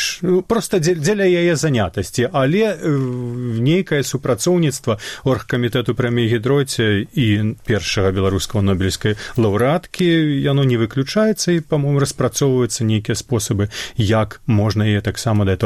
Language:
Belarusian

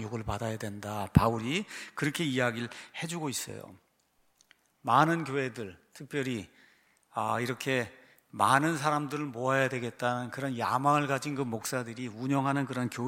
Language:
Korean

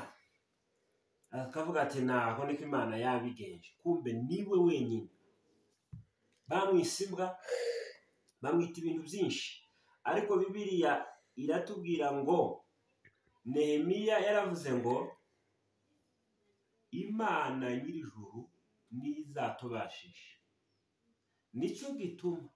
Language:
Kinyarwanda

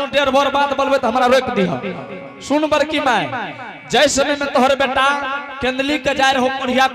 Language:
Angika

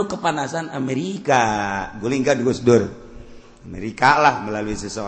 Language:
Sundanese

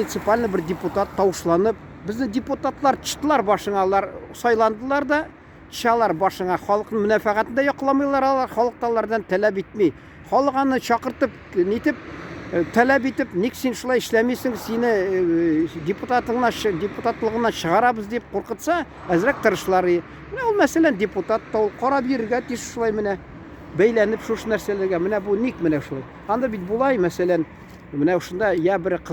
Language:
Tatar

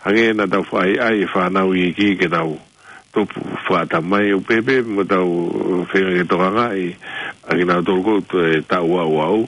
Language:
Tongan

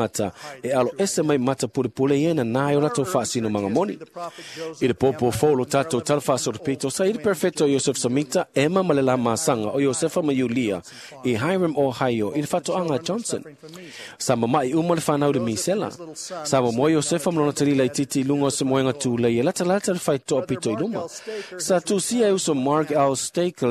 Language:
Samoan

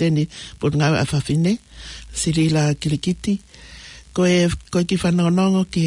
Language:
Tongan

